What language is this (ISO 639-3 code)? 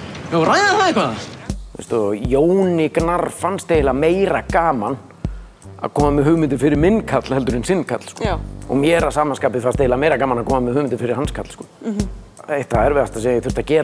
isl